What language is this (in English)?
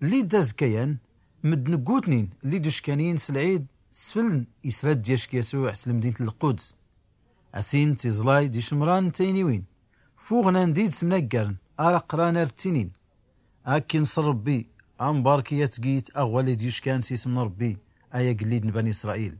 Tachelhit